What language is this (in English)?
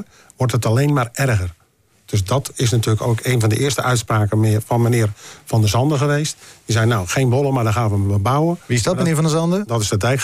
Dutch